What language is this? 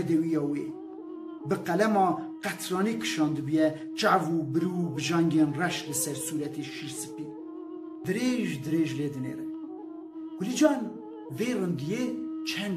Kurdish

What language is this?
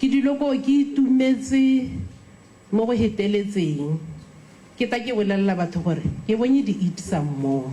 Tswana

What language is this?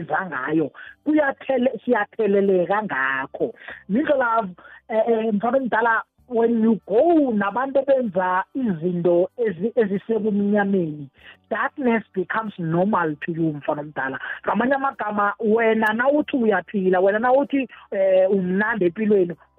South Ndebele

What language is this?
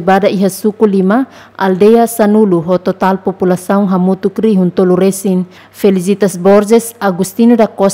Tetum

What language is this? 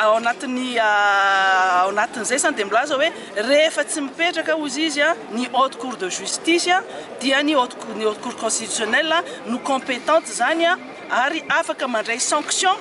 Malagasy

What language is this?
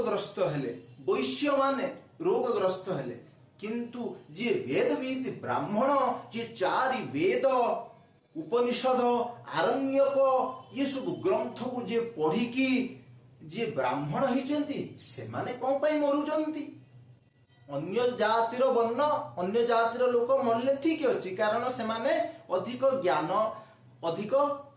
Odia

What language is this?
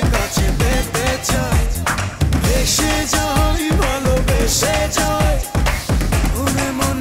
Bangla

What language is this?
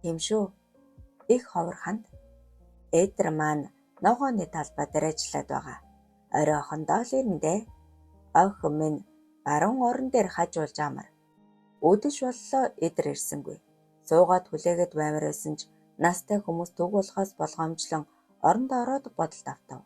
Mongolian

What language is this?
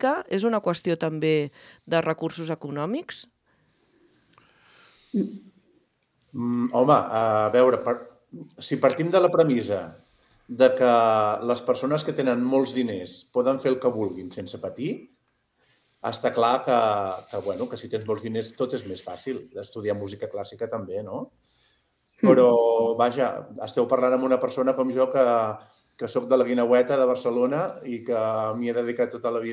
Catalan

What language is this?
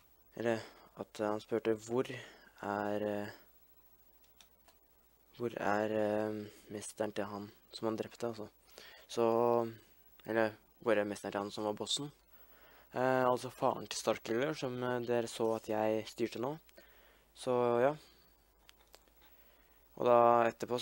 Norwegian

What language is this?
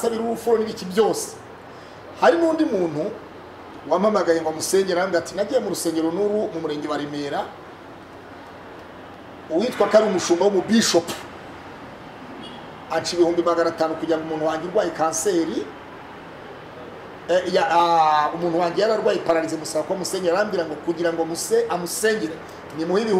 Kinyarwanda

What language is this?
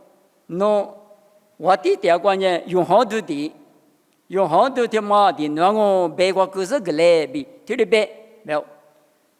Lisu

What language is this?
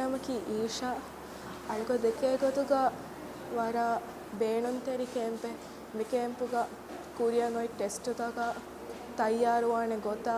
Divehi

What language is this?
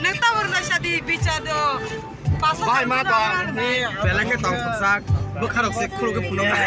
Kok Borok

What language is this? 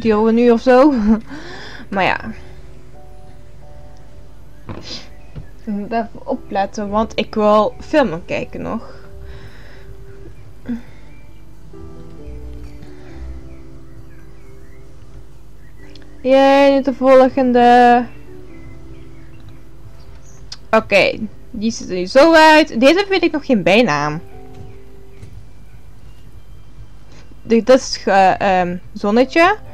Dutch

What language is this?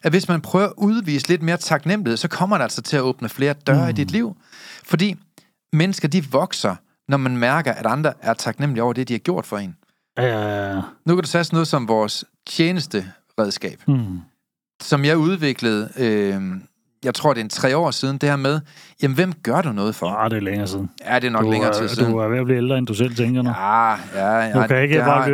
Danish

